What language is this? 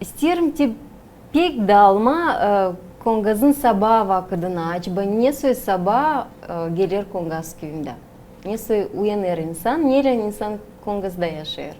Gagauz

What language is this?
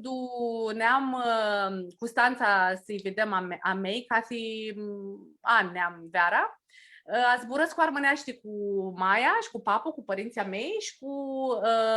Aromanian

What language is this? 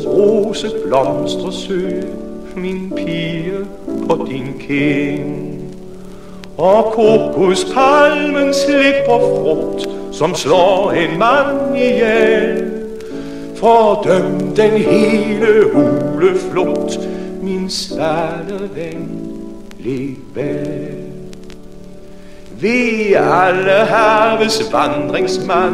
Danish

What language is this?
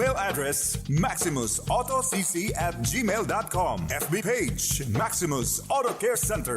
Bikol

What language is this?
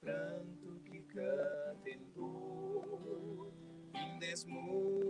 Kabuverdianu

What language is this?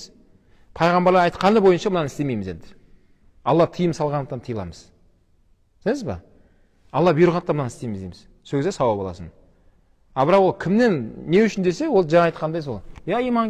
Kazakh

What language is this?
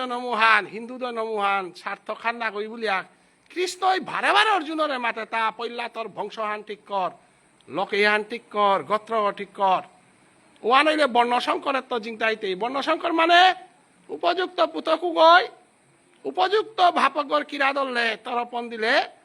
Bishnupriya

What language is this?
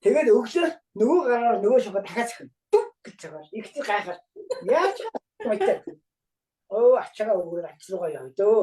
Mongolian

